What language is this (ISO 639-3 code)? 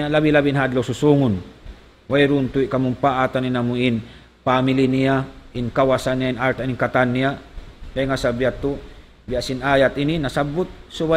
tsg